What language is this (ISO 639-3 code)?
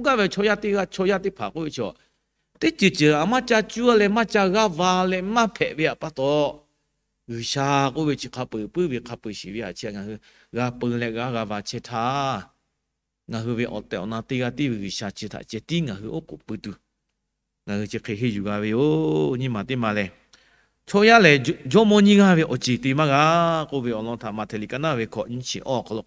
lhu